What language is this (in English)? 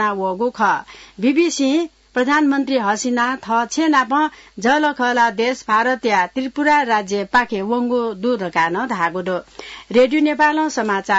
Newari